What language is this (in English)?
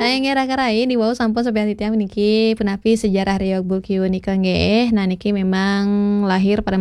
Balinese